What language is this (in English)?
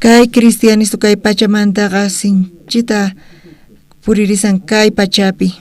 South Bolivian Quechua